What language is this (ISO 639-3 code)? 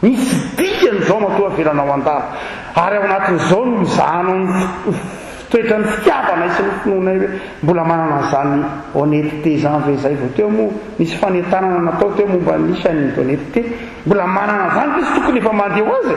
mlg